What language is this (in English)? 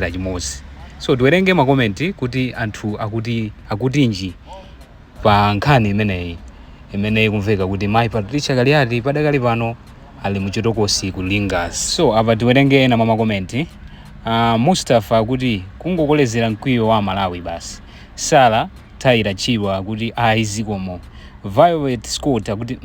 Nyanja